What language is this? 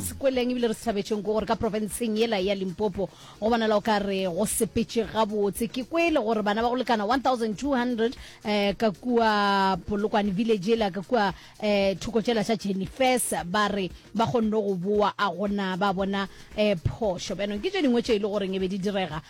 Northern Sotho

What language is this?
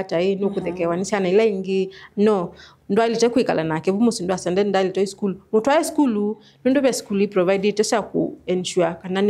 Kamba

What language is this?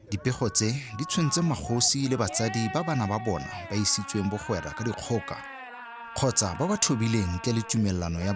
Tswana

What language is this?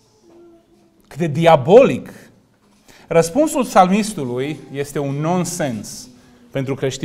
Romanian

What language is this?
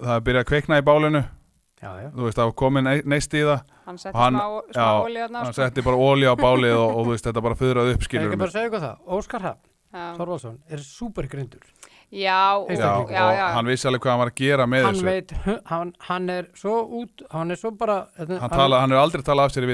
Icelandic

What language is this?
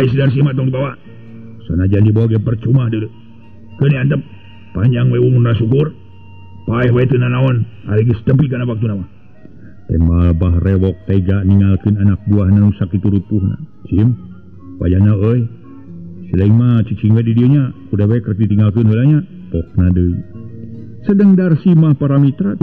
Sundanese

